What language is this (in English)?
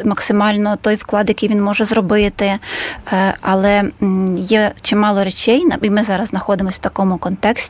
Ukrainian